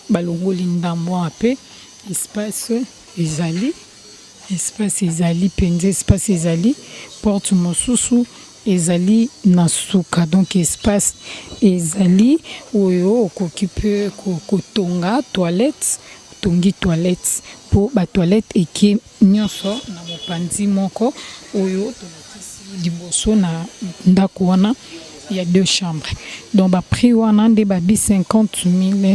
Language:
Lingala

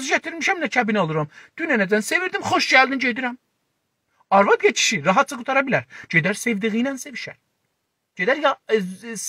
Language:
South Azerbaijani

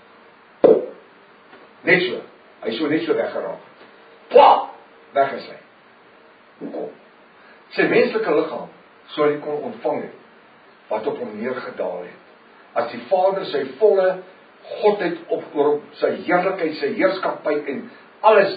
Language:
Afrikaans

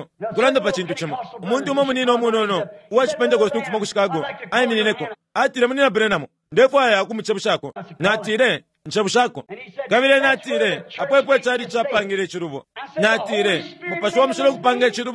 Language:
Bemba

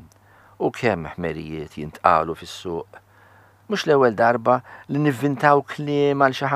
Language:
Maltese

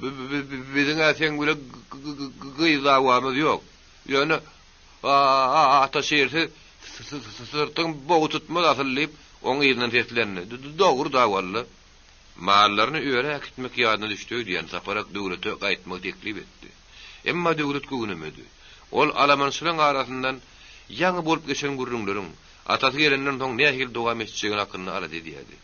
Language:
Turkmen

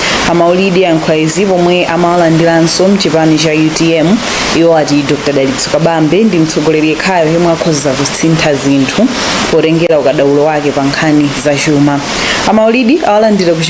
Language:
Nyanja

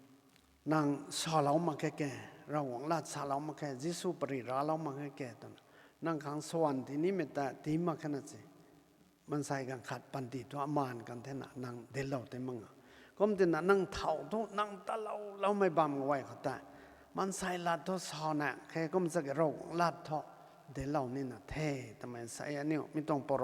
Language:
Rongmei Naga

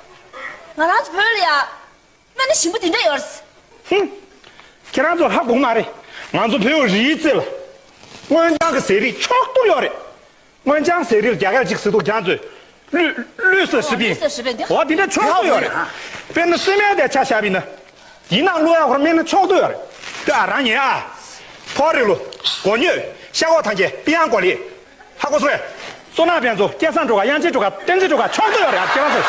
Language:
Tibetan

